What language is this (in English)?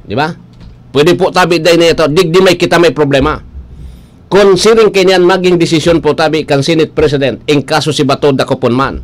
Bikol